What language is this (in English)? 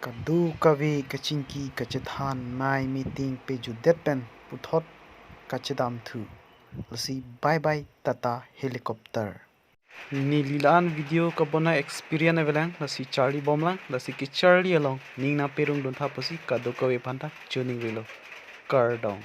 Karbi